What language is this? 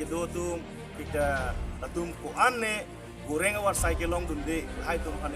Karbi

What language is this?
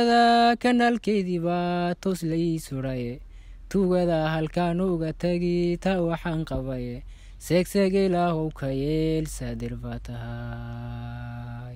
Somali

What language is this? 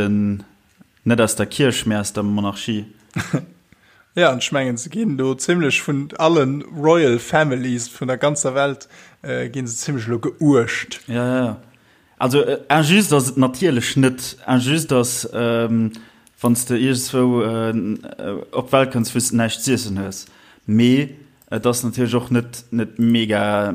Luxembourgish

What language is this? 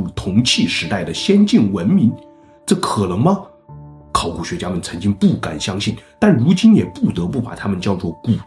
Chinese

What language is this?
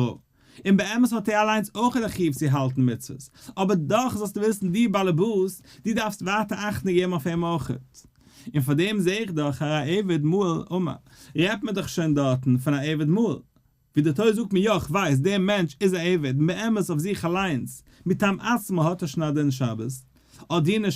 Yiddish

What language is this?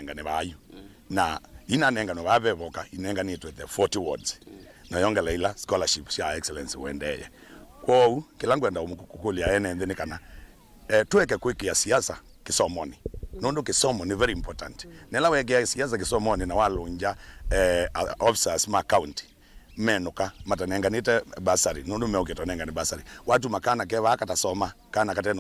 Kamba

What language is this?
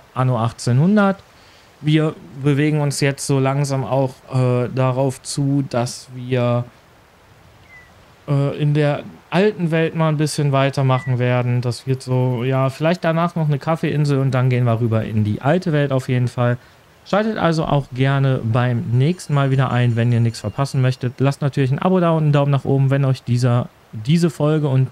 German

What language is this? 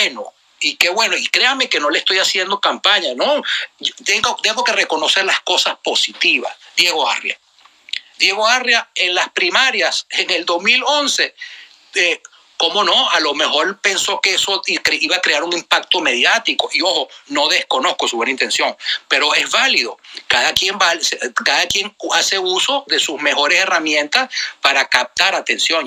Spanish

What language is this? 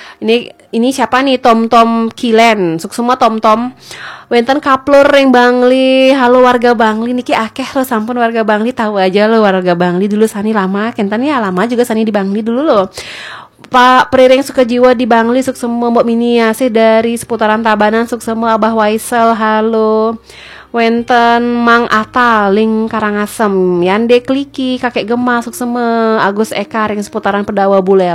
Balinese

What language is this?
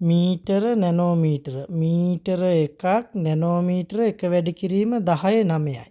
Sinhala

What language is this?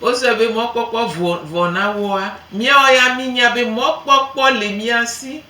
Gen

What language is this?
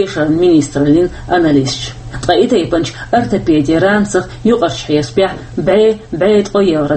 Chechen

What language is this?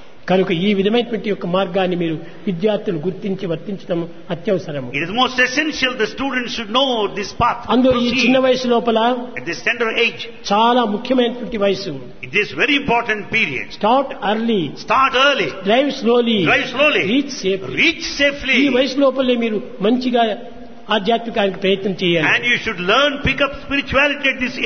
Telugu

